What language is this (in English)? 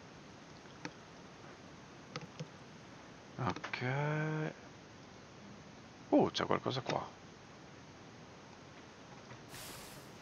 Italian